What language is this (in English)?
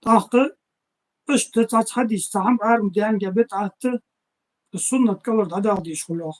Ingush